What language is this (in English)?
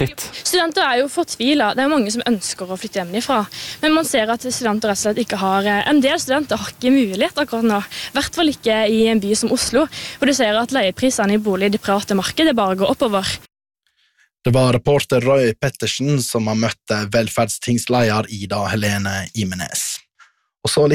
Norwegian